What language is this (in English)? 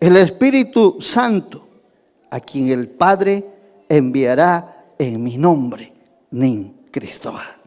Ayacucho Quechua